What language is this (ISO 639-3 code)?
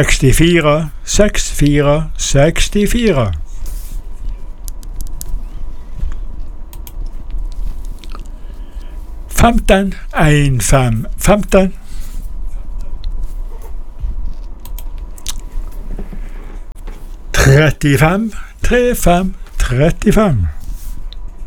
nor